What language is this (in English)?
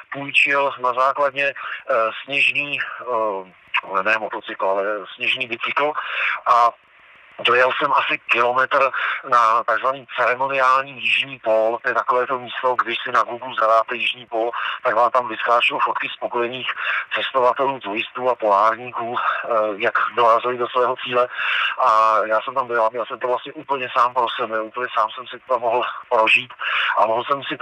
Czech